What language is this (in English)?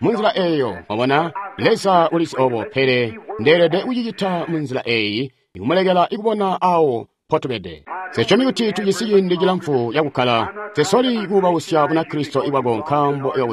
Tonga (Zambia)